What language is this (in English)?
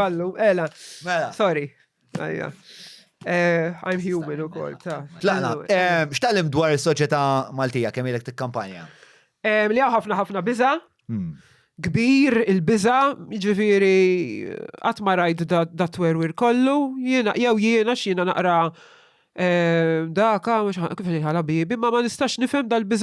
Maltese